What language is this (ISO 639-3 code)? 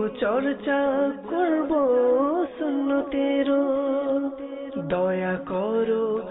ben